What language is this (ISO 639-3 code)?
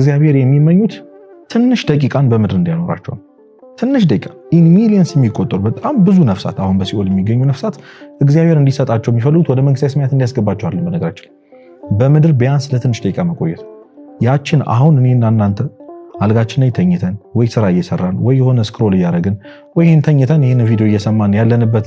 amh